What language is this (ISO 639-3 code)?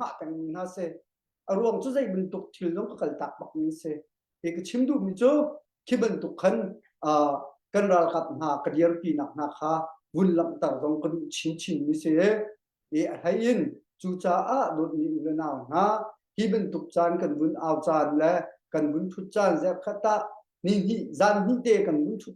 cnh